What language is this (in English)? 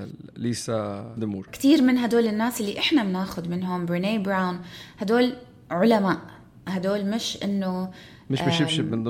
North Levantine Arabic